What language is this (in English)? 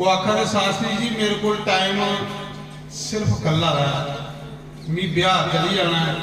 Dogri